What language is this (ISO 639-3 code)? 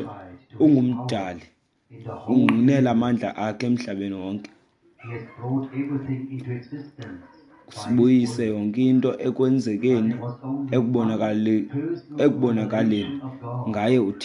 xho